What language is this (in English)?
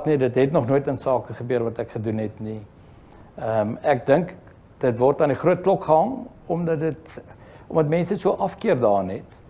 Afrikaans